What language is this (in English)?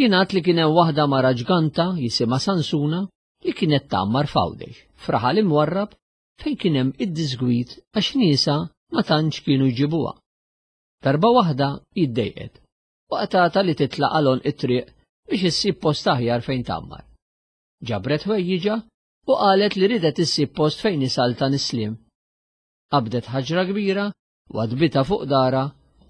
Maltese